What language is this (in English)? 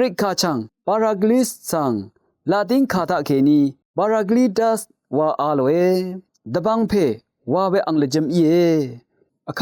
Rawang